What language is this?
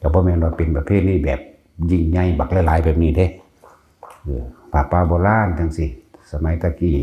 Northeastern Thai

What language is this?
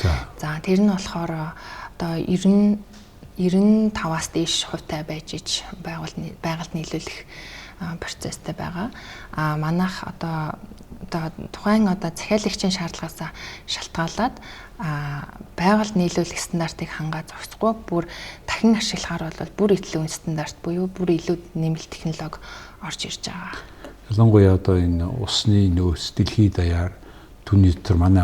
Mongolian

